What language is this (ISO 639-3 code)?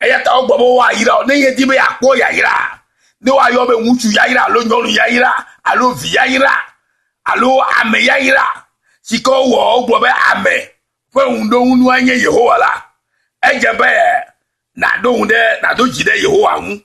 ewe